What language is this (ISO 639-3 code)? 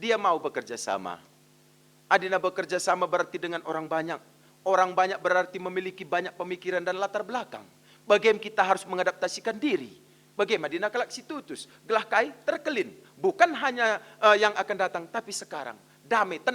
btx